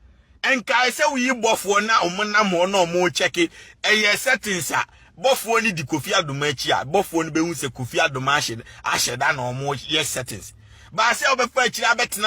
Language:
Akan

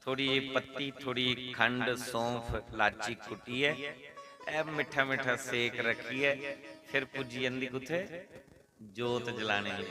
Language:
Dogri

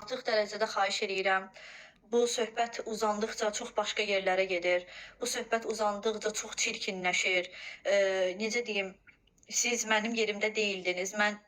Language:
Azerbaijani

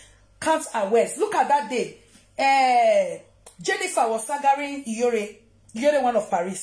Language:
Nigerian Pidgin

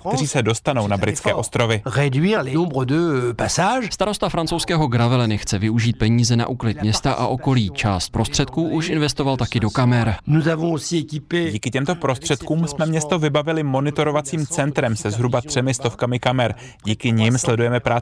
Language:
Czech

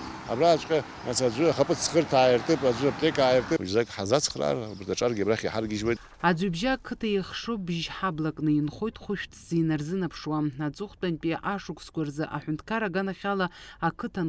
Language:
Abkhazian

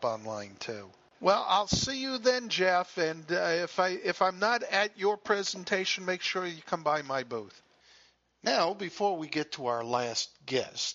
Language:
English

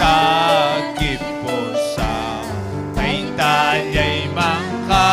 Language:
Ayacucho Quechua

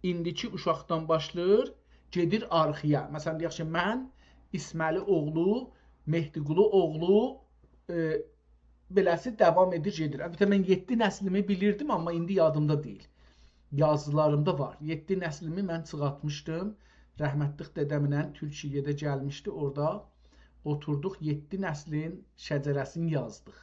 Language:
South Azerbaijani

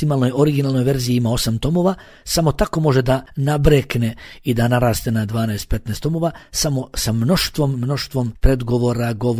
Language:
Bosnian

